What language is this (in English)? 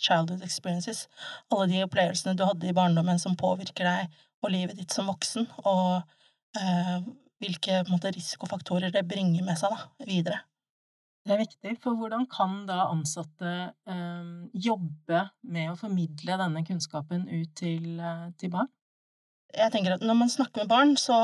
Norwegian